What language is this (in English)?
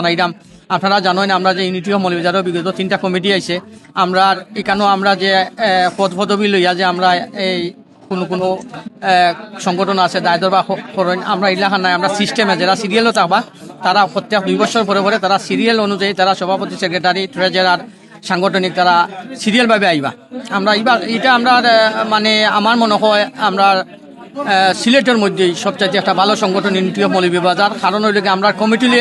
Sylheti